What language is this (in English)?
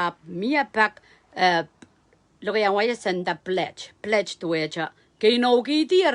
Pohnpeian